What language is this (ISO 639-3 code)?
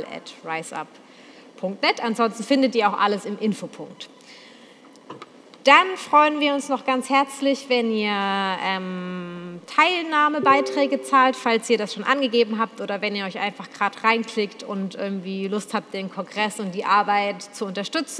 deu